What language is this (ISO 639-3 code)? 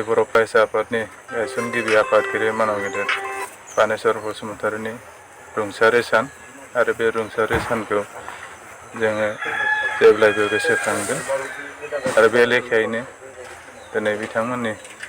brx